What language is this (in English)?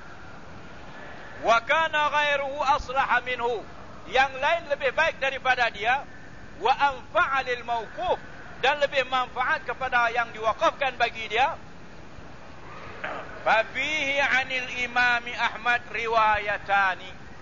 Malay